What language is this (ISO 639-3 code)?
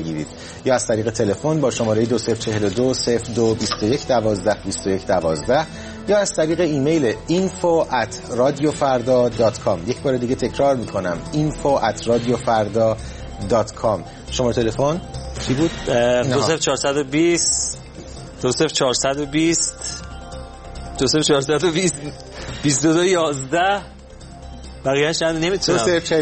fas